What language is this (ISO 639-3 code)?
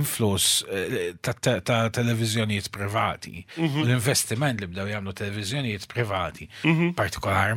mlt